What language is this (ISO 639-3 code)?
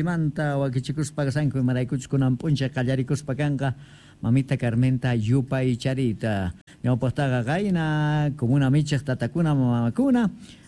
que